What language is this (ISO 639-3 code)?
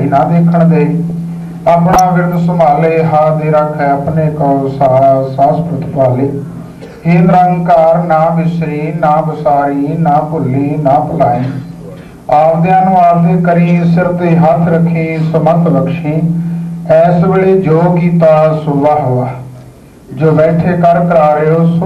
pan